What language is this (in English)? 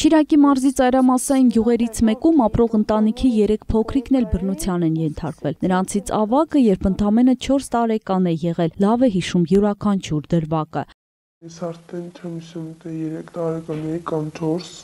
Armenian